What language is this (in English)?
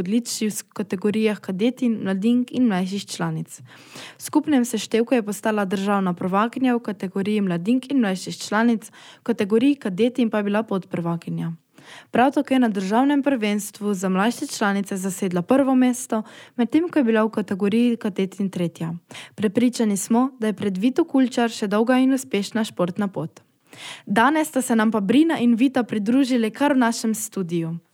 Slovenian